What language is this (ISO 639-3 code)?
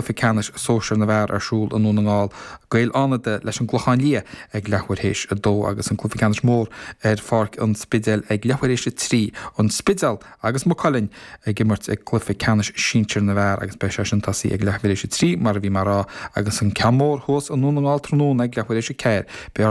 gle